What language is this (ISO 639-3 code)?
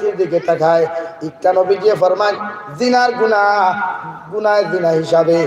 syl